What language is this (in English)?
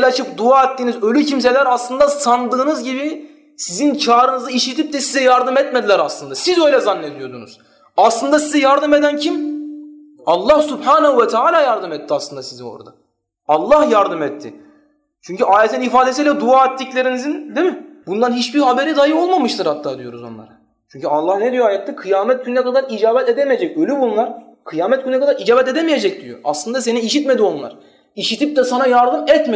Turkish